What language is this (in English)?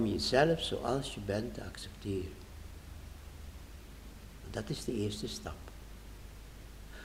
Dutch